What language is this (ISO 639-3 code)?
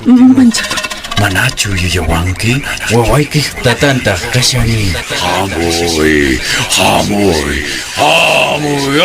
que